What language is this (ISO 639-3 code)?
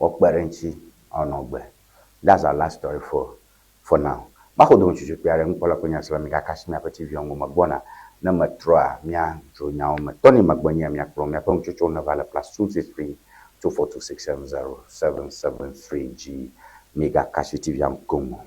ewe